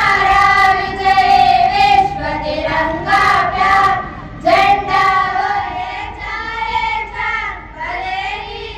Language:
Kannada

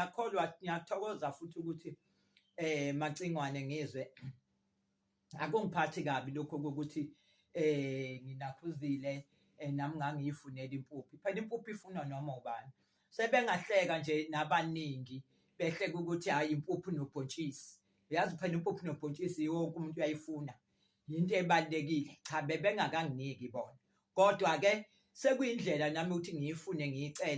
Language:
Zulu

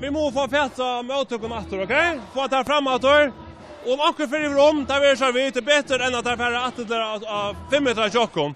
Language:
Faroese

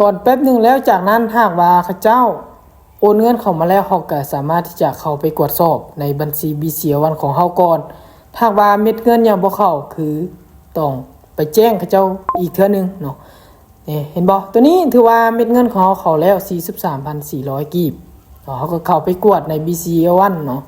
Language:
Lao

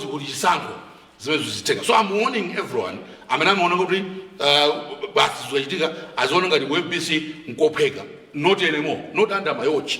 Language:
Nyanja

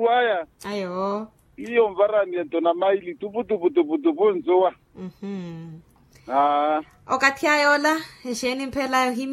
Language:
Makhuwa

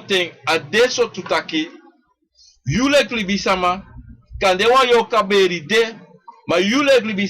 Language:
Sranan Tongo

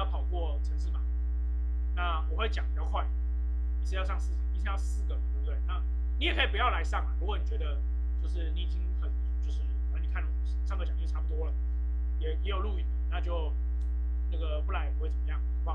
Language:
Chinese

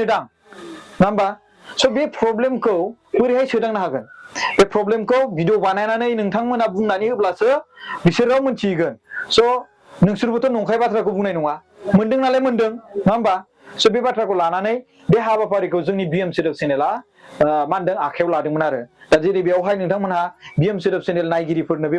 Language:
Bodo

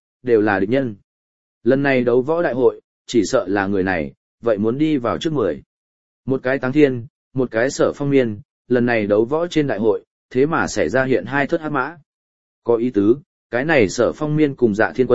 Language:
Vietnamese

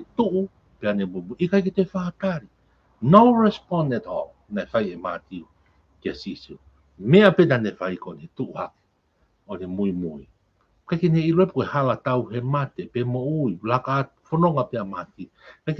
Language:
Tongan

